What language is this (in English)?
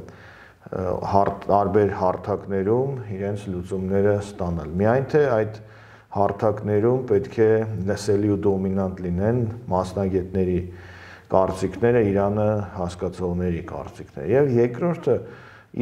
Armenian